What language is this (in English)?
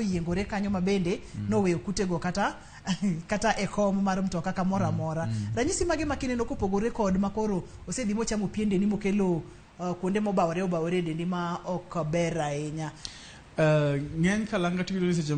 Luo (Kenya and Tanzania)